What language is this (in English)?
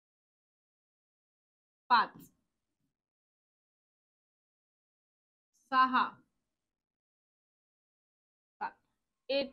Marathi